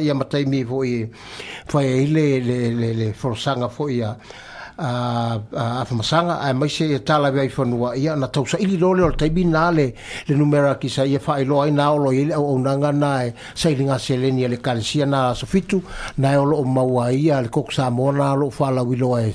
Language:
Samoan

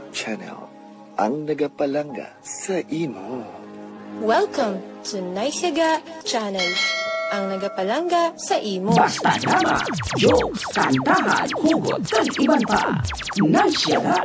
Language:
Hiligaynon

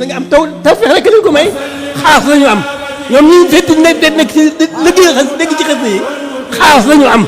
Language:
Wolof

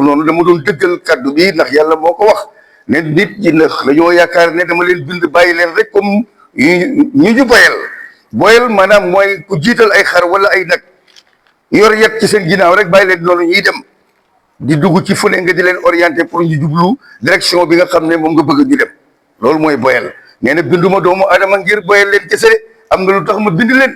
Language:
Wolof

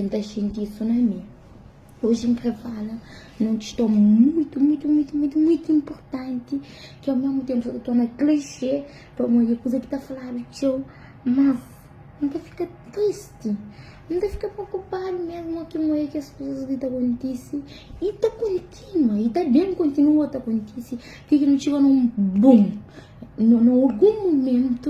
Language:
Kabuverdianu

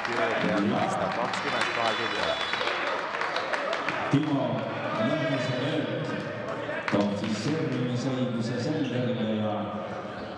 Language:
Estonian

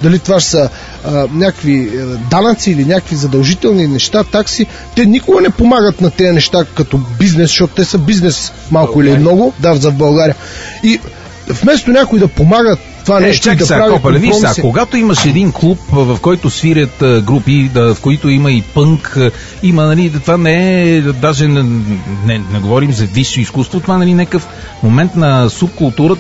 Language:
Bulgarian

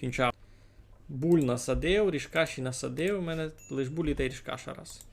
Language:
Rusyn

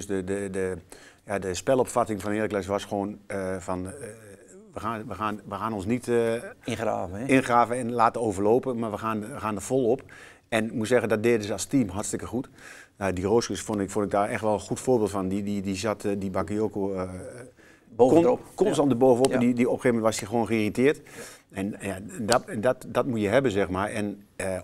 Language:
Dutch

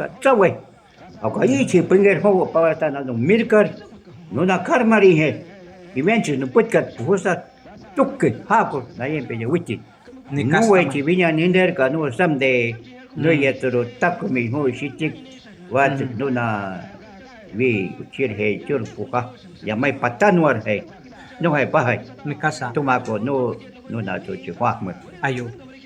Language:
Shuar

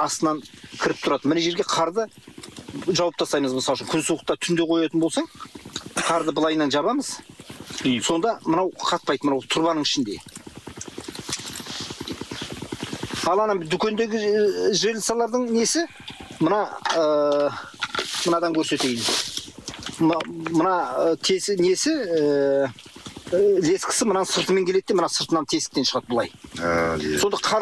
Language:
Kazakh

